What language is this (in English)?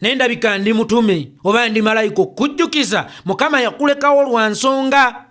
Ganda